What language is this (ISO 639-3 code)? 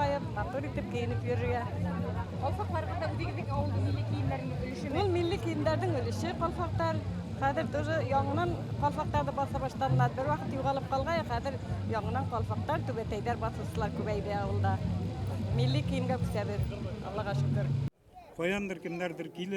bak